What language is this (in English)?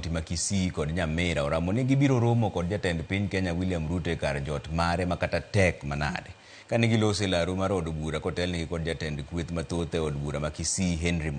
Luo (Kenya and Tanzania)